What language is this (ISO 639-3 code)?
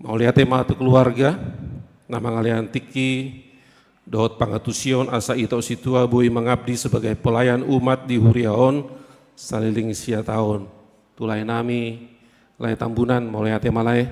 bbc